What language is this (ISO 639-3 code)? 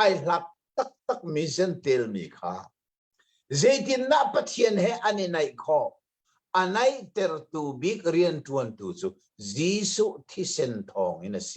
cnh